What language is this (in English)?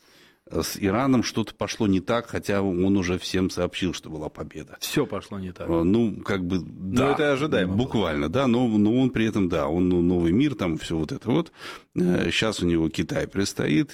Russian